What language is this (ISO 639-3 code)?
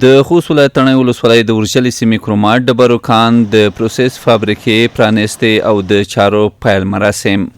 pus